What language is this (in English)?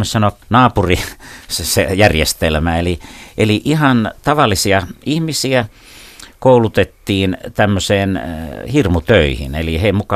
Finnish